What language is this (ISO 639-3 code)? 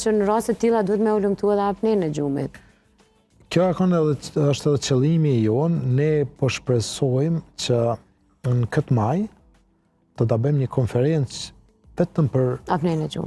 sqi